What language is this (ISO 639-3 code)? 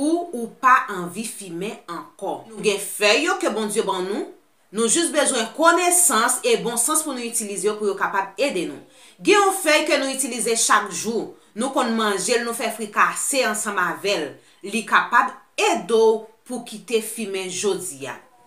hat